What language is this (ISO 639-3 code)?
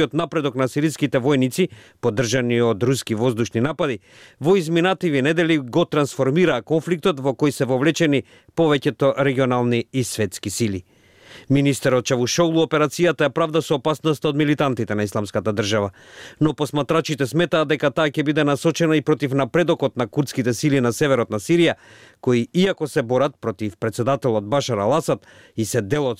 mkd